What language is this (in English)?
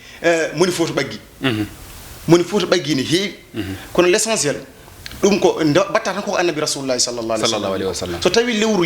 Fula